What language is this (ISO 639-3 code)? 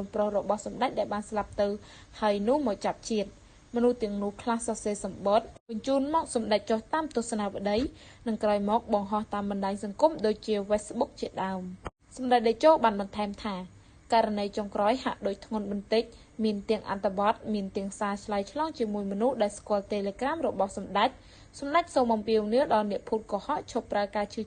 khm